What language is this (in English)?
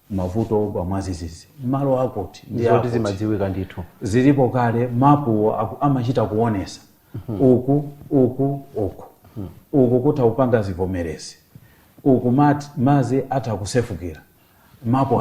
Nyanja